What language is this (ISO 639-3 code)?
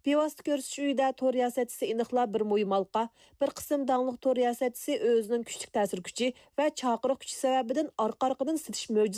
uig